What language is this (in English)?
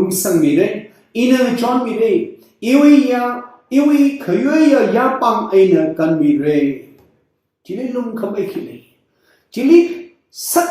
Tangkhul Naga (India)